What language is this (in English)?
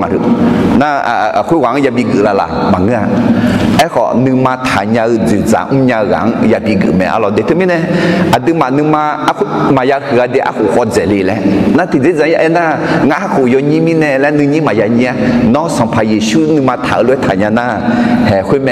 Akha